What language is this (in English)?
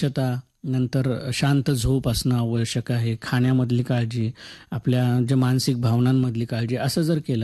Marathi